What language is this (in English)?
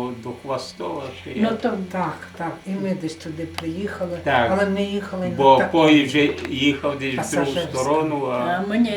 Rusyn